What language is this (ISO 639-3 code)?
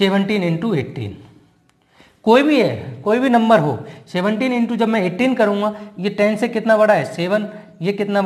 hin